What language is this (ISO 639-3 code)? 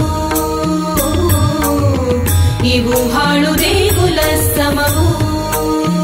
kan